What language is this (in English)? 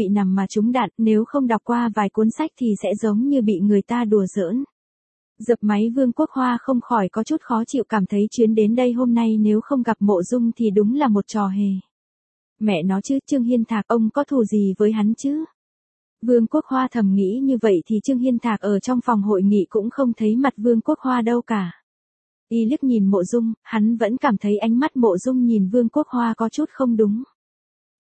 Vietnamese